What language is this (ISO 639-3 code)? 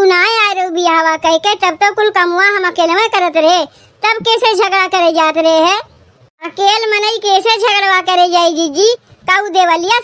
awa